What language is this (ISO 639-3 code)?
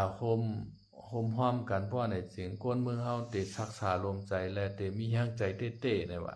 shn